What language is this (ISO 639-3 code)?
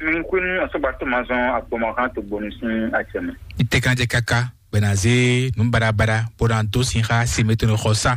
fon